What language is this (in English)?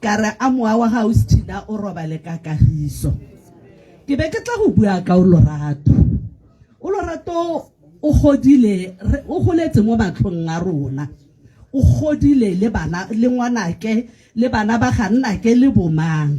Tswana